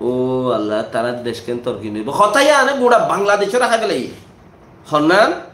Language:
Rohingya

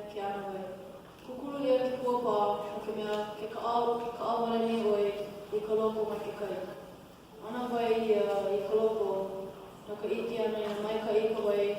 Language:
Hawaiian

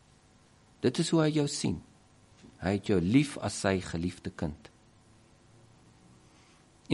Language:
Afrikaans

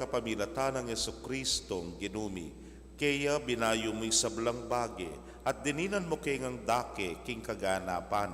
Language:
Pampanga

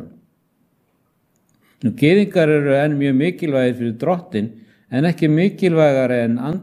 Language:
Icelandic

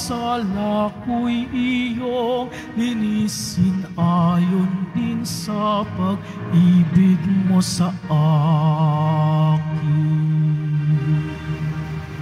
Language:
Filipino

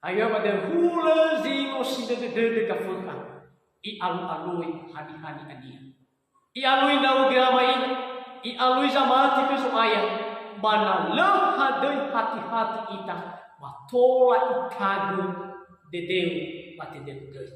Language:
Nias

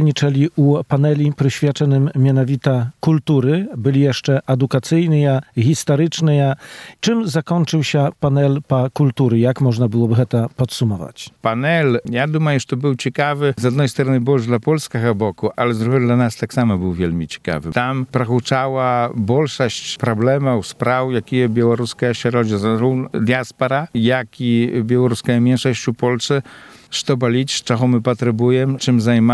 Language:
Belarusian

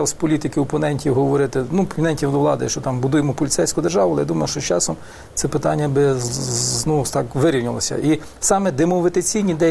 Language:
Ukrainian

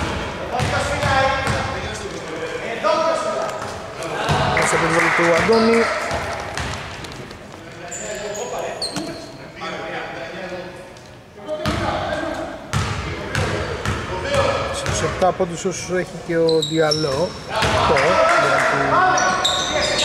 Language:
Greek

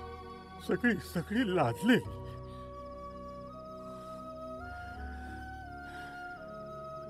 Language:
Marathi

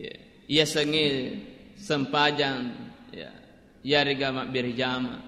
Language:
Buginese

